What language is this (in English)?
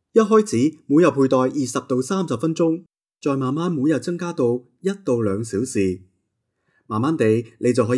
Cantonese